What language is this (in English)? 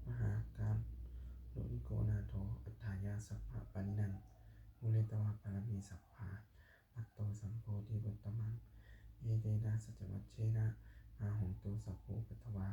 Pali